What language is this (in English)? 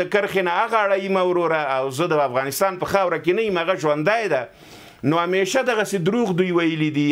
Pashto